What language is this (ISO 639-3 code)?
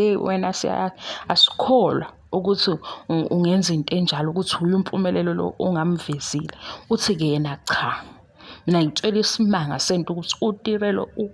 zul